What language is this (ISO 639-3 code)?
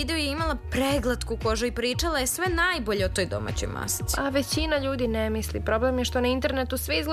srp